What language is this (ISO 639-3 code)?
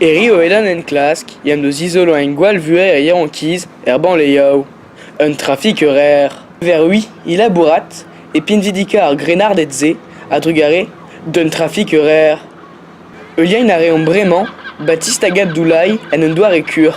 bre